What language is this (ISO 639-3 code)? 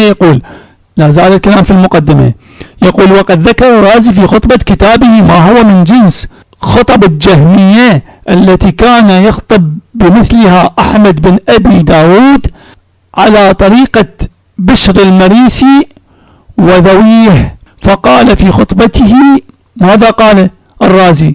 ara